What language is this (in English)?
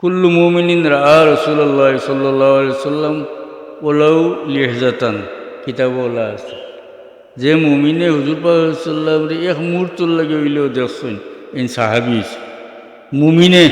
Sylheti